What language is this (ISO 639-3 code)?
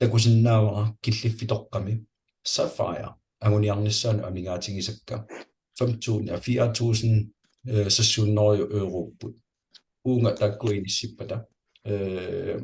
kal